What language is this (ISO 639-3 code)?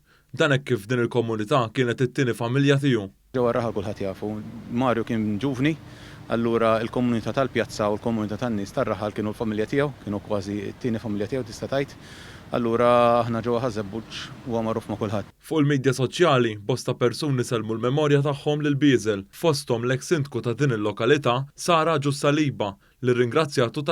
mlt